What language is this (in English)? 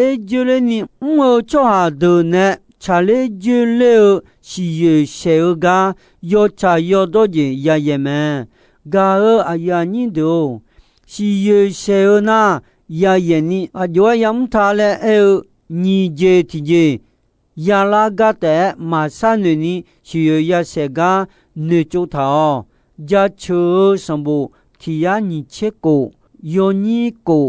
Akha